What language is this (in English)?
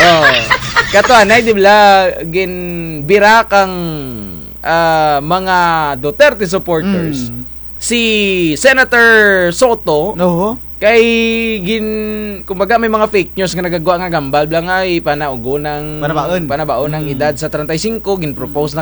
Kinaray-a